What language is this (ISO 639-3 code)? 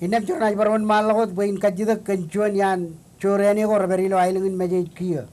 mah